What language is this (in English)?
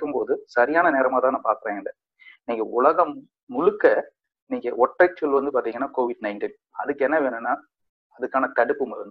Tamil